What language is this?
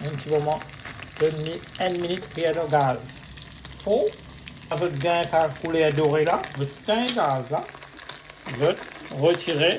Morisyen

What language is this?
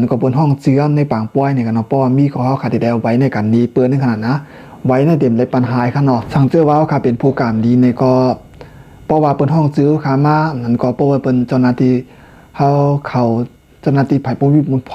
Shan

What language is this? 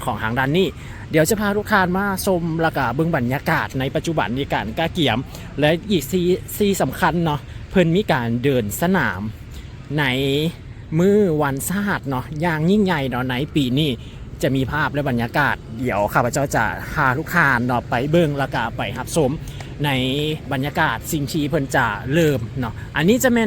Lao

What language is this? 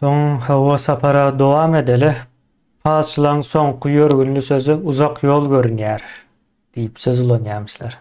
Turkmen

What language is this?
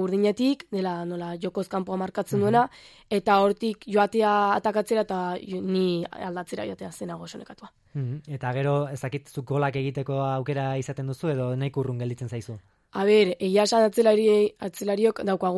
Basque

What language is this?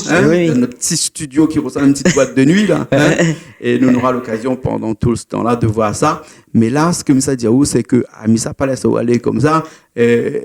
Réunion Creole French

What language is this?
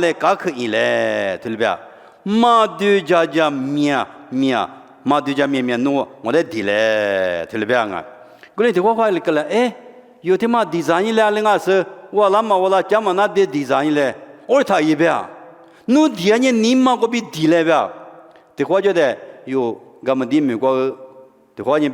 Lisu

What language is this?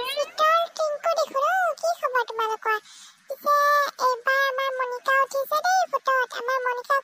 Assamese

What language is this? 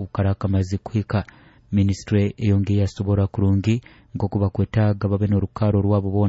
Nyoro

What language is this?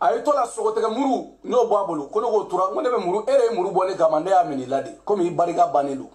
Bambara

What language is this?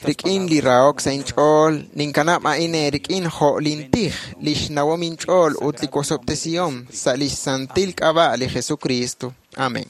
Kekchí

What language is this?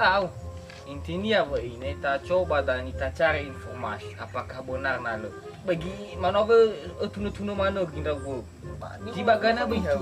Nias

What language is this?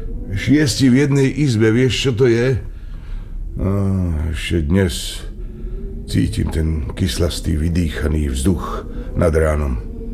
Slovak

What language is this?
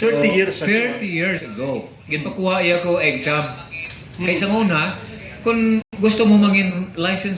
Hiligaynon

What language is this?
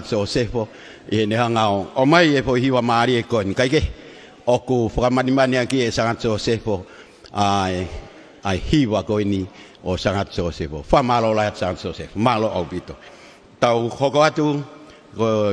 Tongan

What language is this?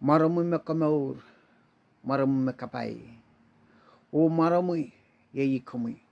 Pohnpeian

